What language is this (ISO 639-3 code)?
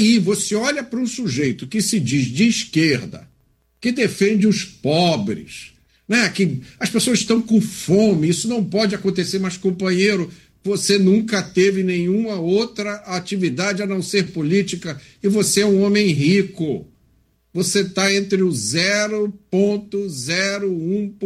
por